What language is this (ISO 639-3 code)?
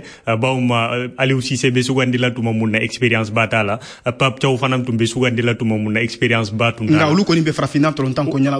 bam